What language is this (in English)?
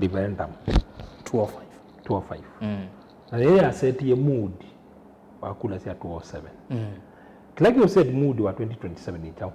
Kamba